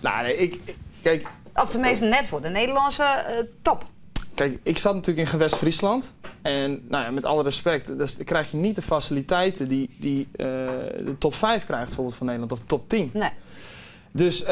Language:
Western Frisian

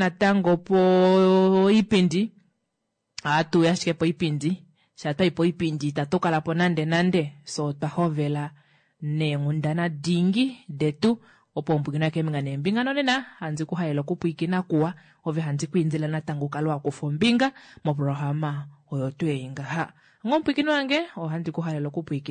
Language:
Kuanyama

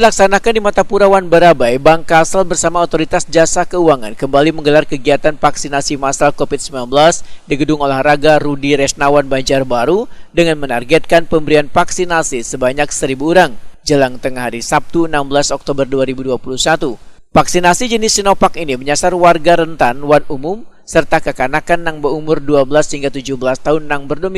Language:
Banjar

